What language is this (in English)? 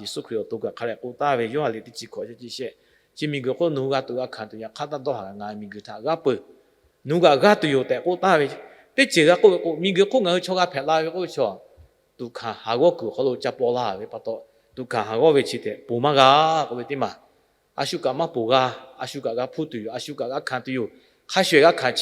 Lahu